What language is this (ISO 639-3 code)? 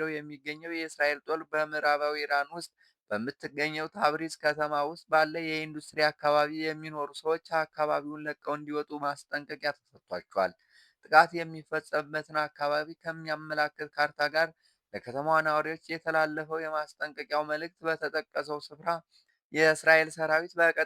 amh